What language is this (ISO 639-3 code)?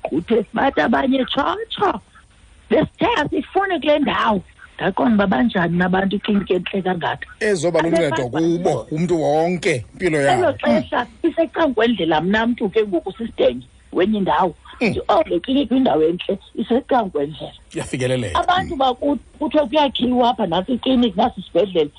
xho